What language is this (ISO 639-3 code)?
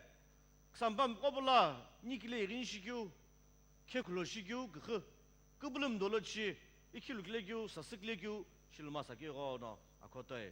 nsm